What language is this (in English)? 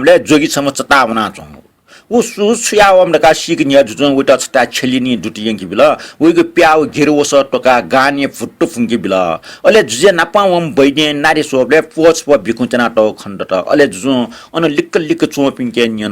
Newari